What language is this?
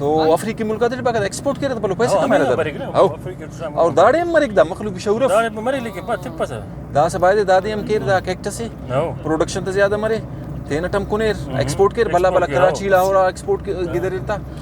Brahui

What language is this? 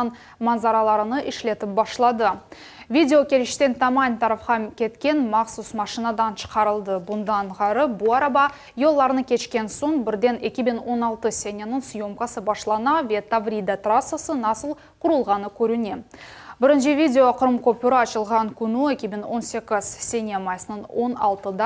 Crimean Tatar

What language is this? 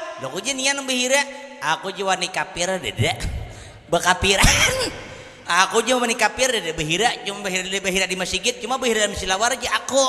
Banjar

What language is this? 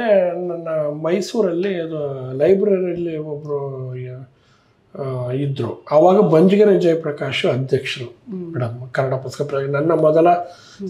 Kannada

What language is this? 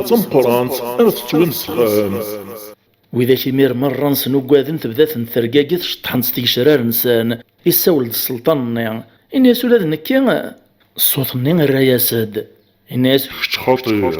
Kabyle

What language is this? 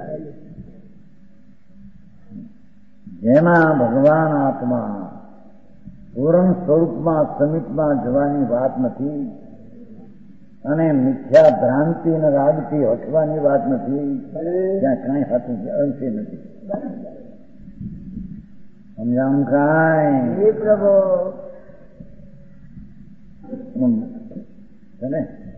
Gujarati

